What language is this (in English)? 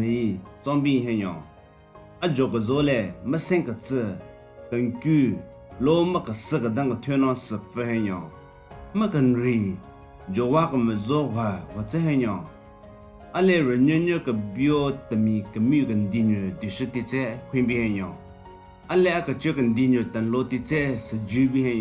Southern Rengma Naga